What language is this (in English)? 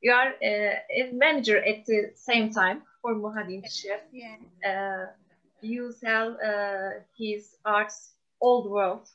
Kabardian